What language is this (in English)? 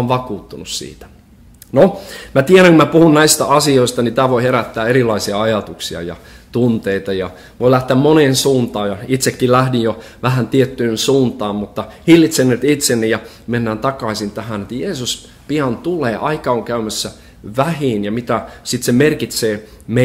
Finnish